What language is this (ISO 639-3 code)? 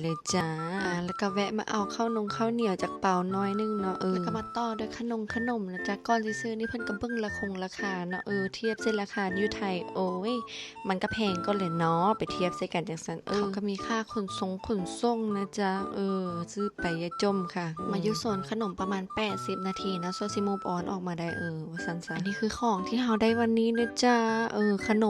lao